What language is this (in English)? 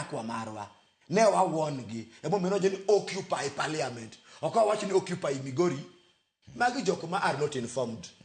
Luo (Kenya and Tanzania)